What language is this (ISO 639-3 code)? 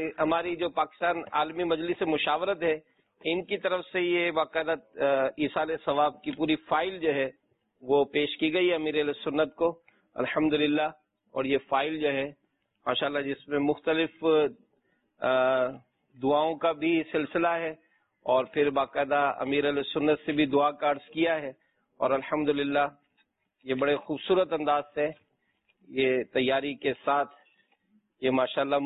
urd